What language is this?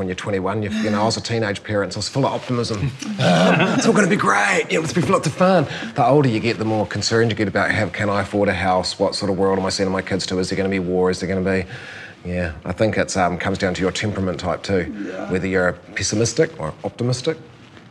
English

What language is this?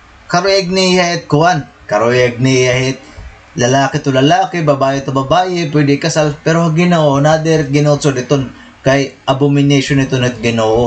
Waray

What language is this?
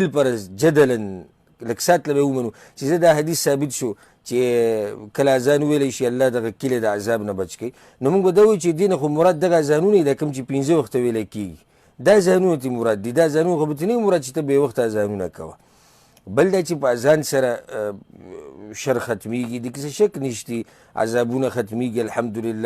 Pashto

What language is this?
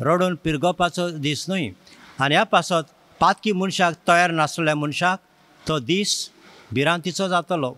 Konkani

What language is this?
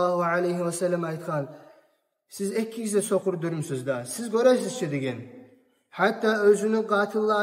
Kumyk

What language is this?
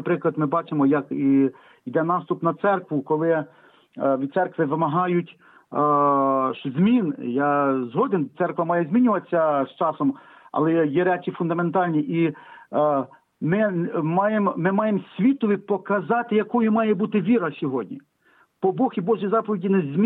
Ukrainian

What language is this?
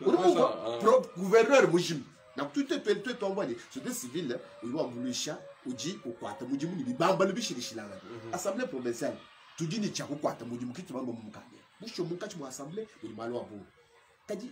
Luba-Lulua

